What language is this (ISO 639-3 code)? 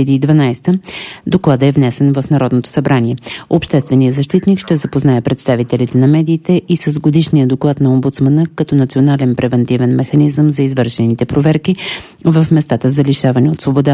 bul